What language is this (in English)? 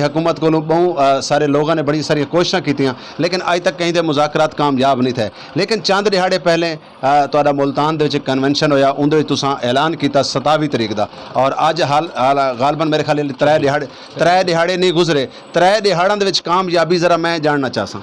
Saraiki